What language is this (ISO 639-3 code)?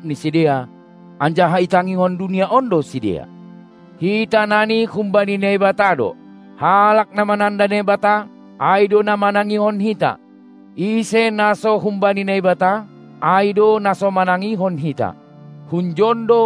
bts